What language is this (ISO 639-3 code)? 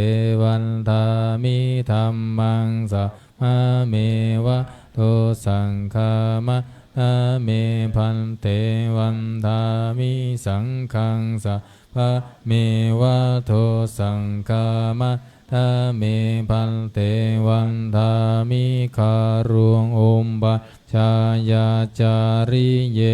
pli